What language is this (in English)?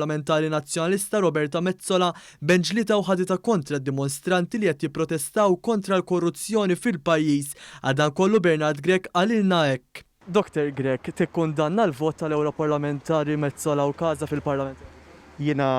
Maltese